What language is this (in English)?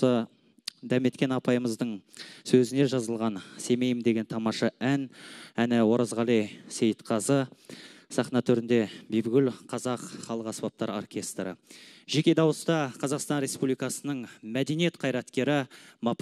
Kazakh